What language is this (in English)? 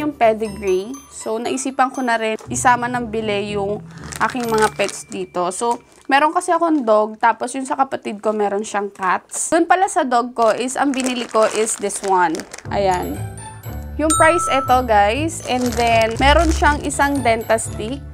Filipino